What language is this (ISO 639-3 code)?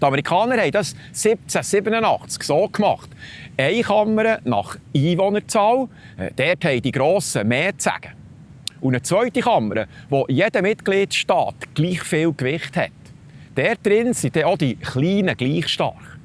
gsw